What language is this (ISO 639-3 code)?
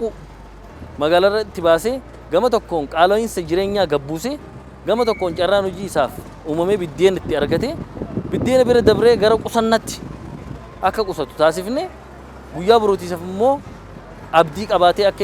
orm